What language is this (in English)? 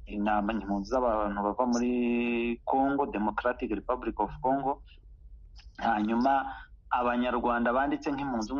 Kinyarwanda